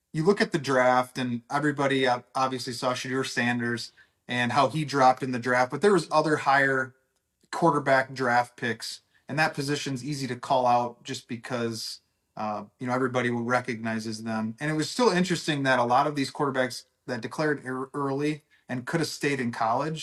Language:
English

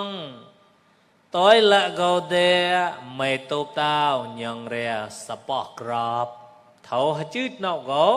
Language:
Mon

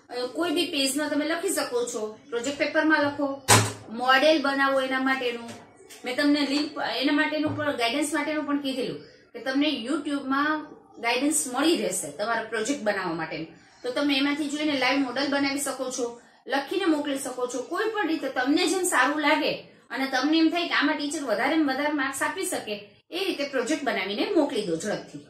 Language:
Gujarati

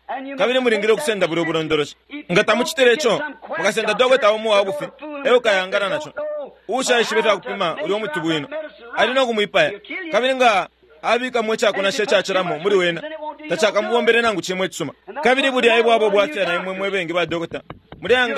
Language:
Bemba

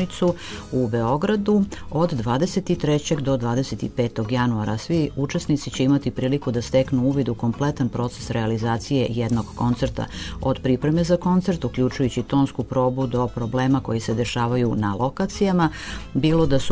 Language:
Serbian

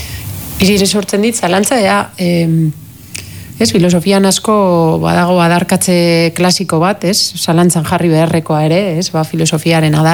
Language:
Basque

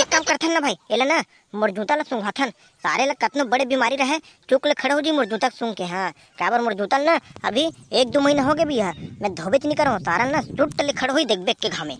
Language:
Chhattisgarhi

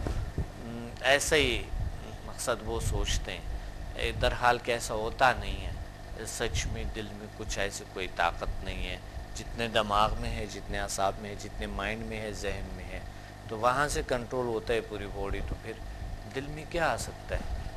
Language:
Urdu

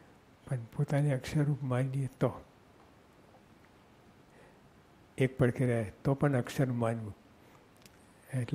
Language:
Gujarati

